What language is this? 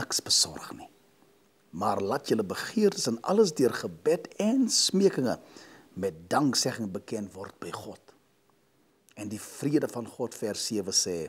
Afrikaans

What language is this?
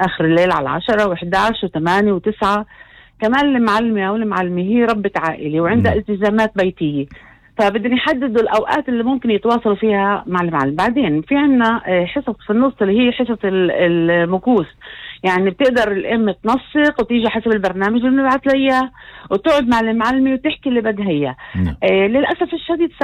North Levantine Arabic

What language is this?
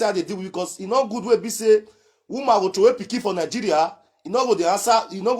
Nigerian Pidgin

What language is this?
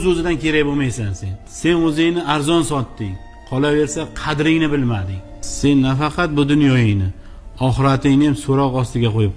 Uzbek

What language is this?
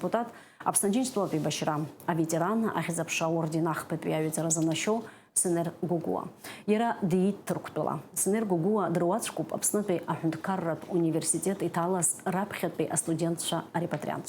Abkhazian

